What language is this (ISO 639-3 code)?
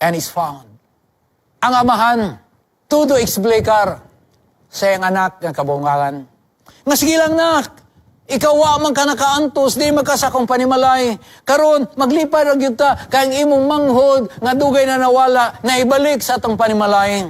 ceb